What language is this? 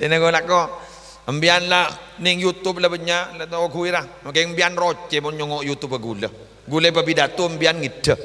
Madurese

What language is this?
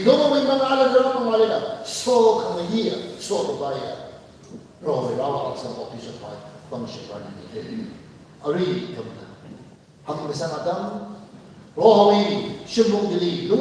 Tangkhul Naga (India)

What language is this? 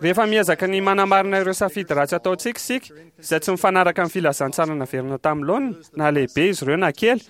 Malagasy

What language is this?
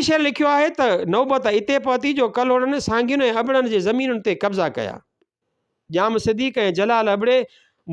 Sindhi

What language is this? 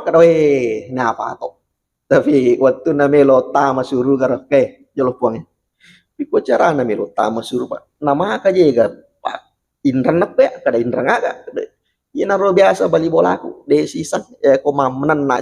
Buginese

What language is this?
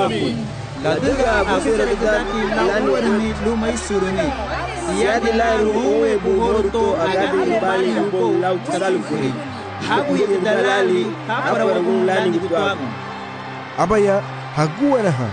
Garifuna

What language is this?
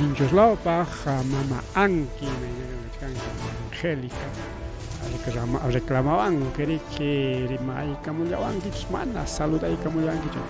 Ayacucho Quechua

